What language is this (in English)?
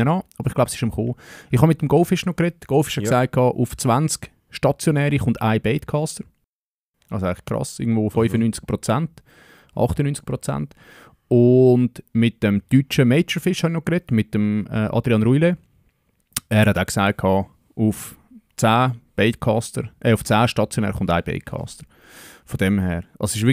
Swiss German